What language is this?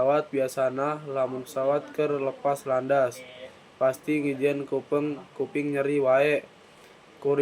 Sundanese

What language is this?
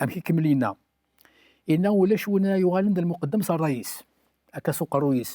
Kabyle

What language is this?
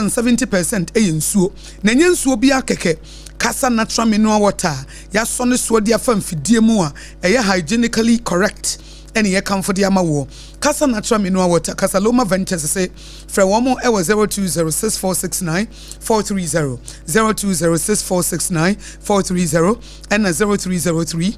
Akan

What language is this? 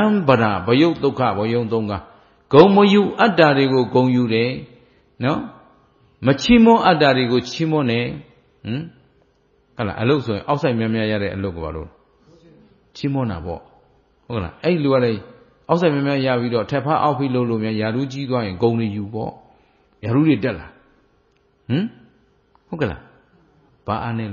Burmese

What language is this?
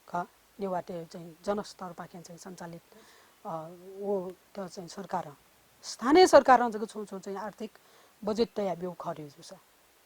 Newari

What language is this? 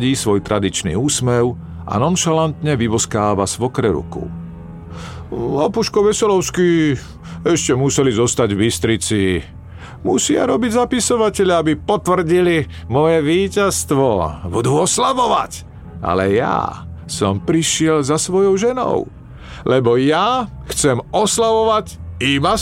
Slovak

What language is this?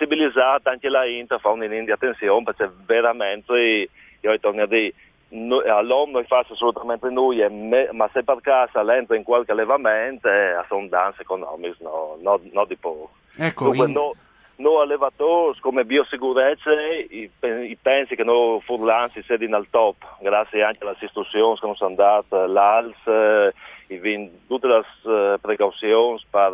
Friulian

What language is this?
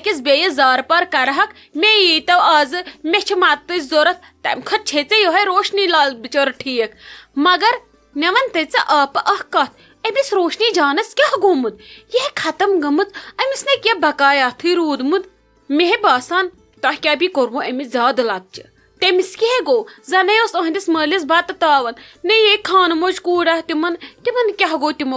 Kashmiri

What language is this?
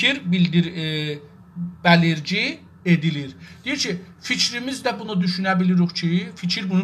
South Azerbaijani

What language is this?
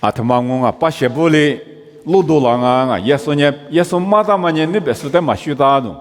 Lisu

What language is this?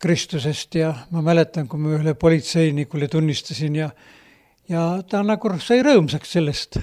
Estonian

